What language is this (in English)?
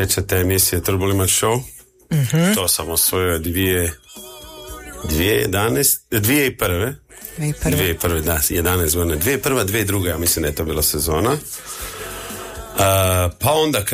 Croatian